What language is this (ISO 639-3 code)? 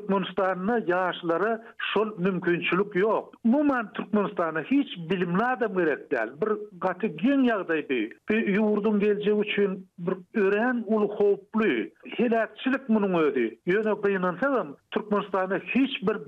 tuk